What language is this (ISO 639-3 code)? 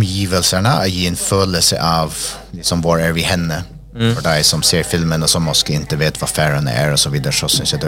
swe